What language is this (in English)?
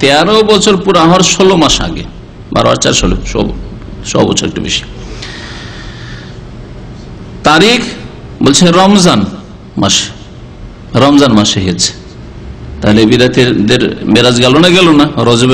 Bangla